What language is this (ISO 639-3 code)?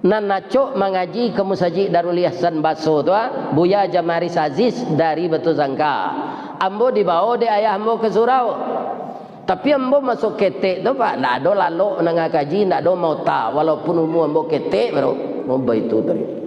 min